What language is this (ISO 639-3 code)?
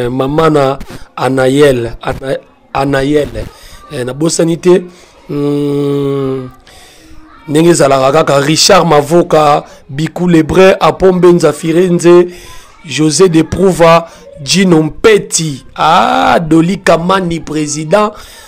lin